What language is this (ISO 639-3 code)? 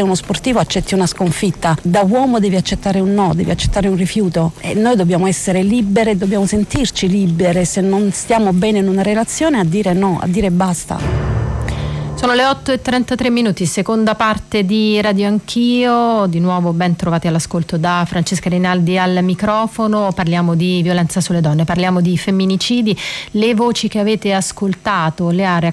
ita